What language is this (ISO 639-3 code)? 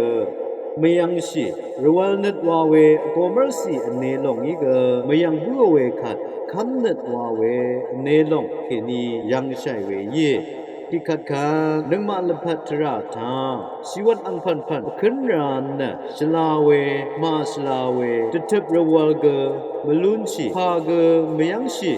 raw